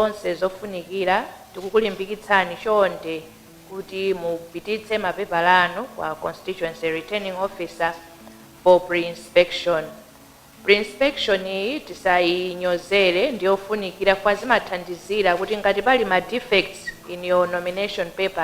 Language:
Nyanja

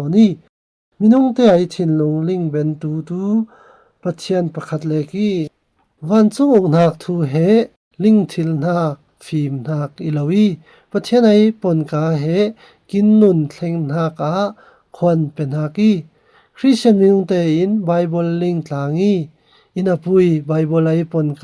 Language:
Falam Chin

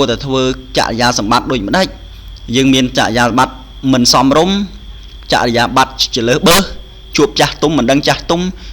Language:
Khmer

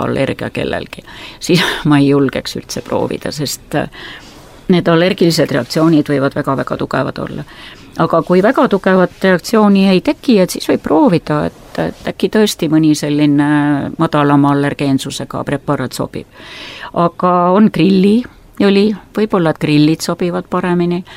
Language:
Estonian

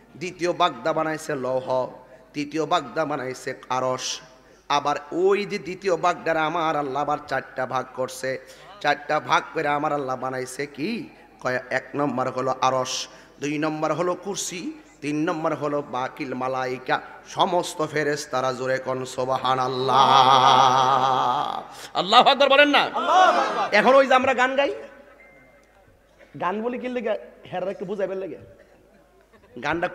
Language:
Bangla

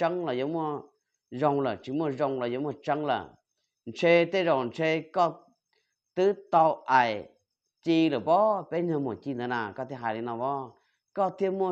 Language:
Hmong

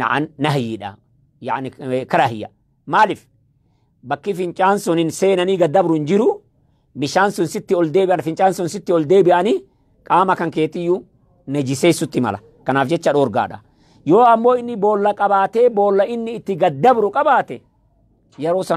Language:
Oromo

